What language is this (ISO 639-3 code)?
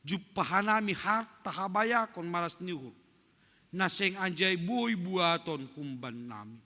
bts